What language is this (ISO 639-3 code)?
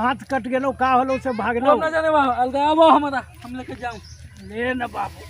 mag